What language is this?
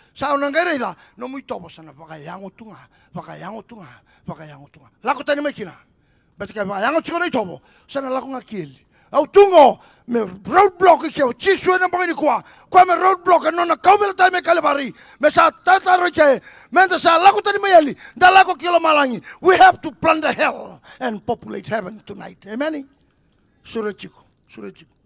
Fijian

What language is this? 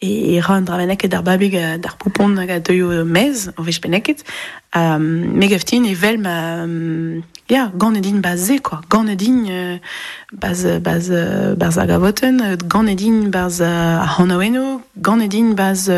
Breton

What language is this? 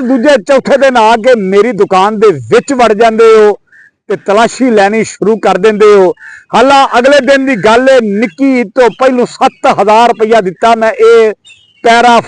Western Panjabi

